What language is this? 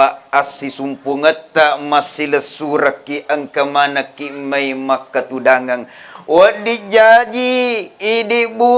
Buginese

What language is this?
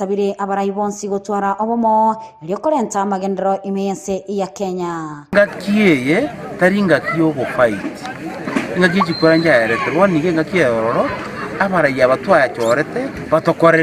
Gusii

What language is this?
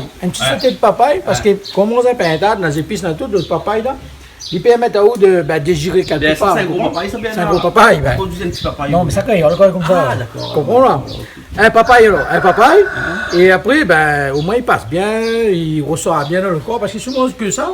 Réunion Creole French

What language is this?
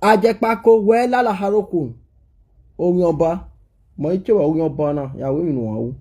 Nigerian Pidgin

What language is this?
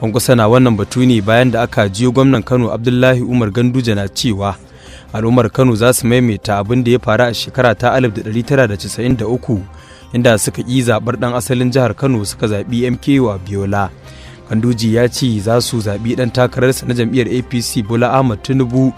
Hausa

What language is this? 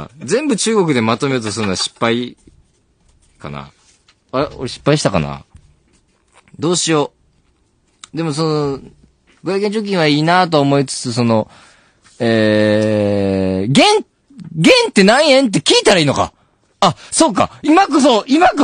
Japanese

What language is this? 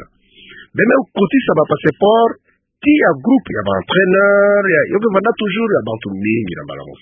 Kituba (Democratic Republic of Congo)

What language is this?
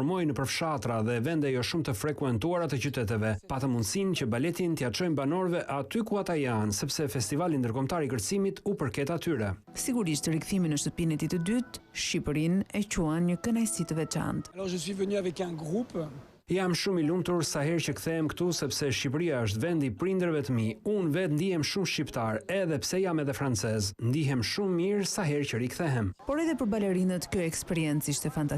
Albanian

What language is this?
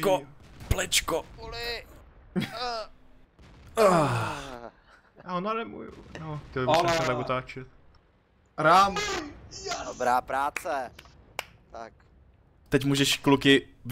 Czech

